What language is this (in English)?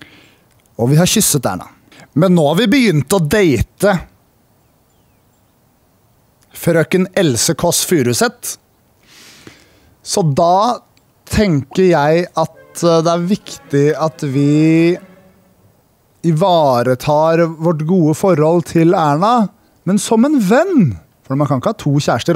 Norwegian